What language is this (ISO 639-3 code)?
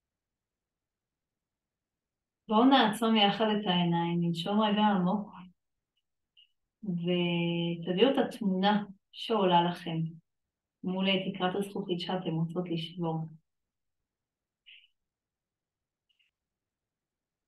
heb